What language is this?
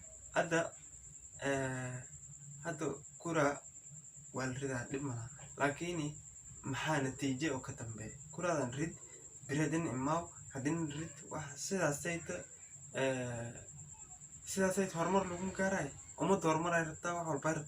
Somali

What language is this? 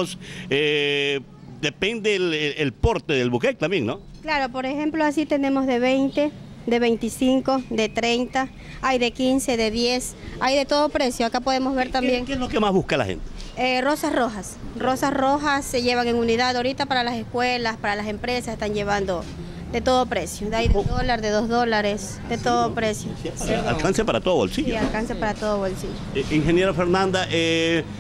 Spanish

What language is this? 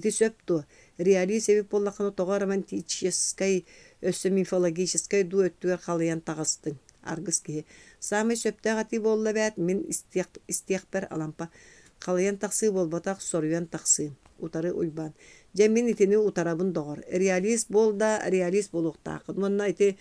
Yakut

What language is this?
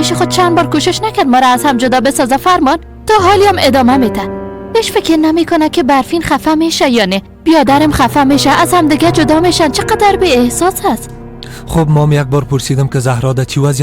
Persian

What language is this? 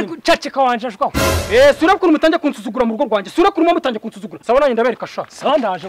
Kinyarwanda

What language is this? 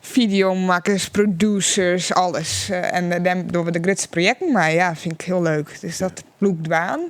Western Frisian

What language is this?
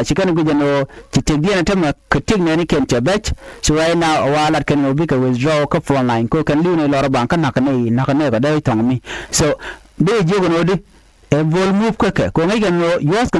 Nuer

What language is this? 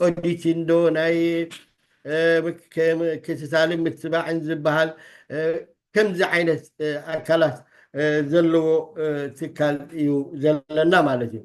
Tigrinya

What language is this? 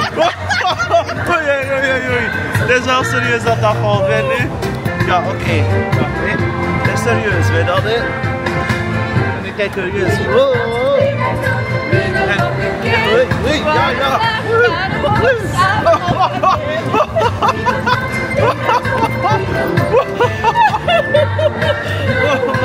Dutch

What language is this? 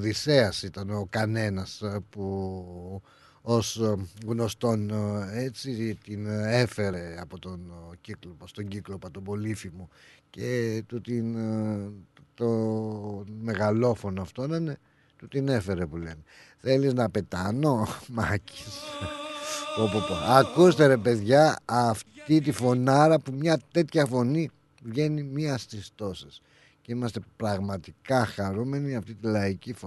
Greek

